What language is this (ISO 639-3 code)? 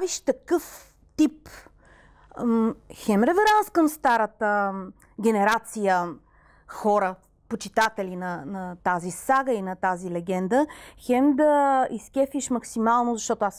bul